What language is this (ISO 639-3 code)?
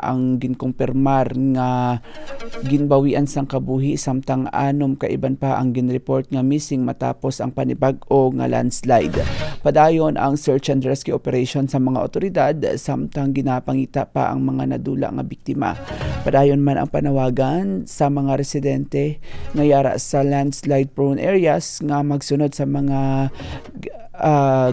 hil